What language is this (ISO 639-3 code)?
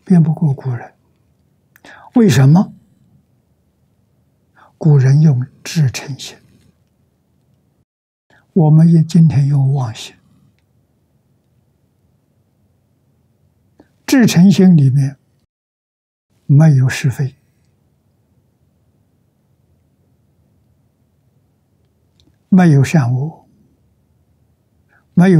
zho